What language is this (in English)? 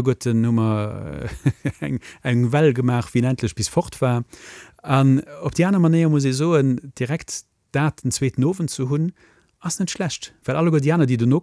Luxembourgish